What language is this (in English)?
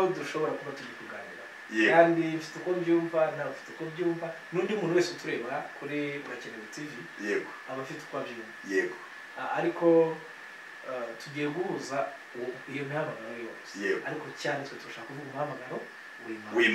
Kinyarwanda